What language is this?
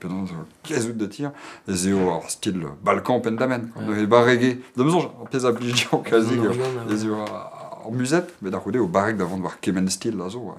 Breton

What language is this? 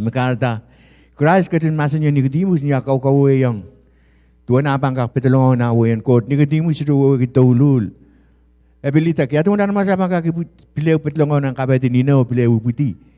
Pohnpeian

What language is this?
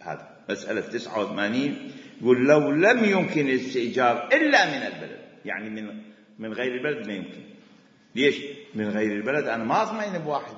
Mesopotamian Arabic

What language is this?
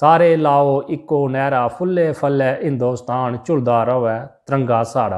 Dogri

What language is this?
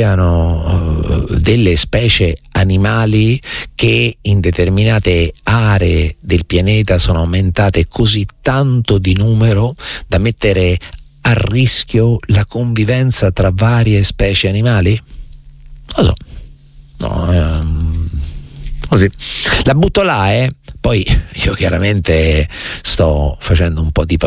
Italian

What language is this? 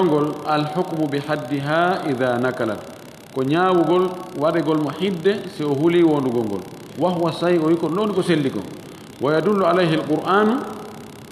Fula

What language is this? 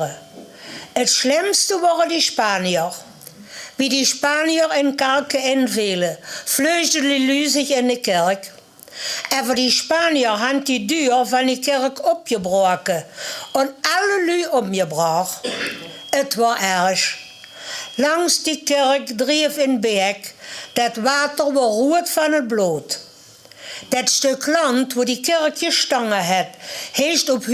Limburgish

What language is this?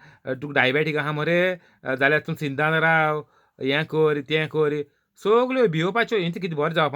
Konkani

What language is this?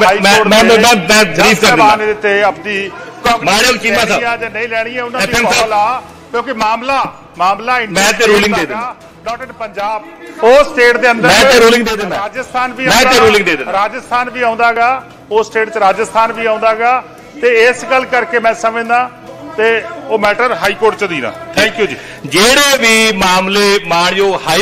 Punjabi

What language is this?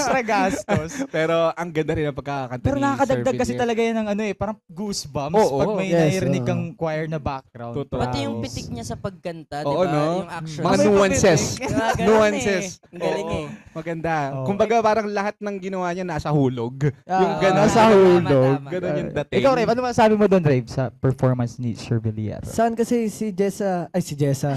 Filipino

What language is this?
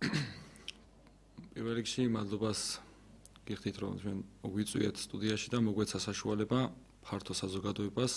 Georgian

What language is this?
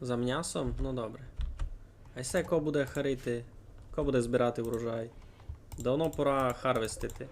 Rusyn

